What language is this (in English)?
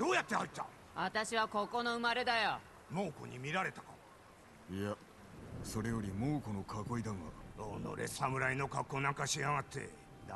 Japanese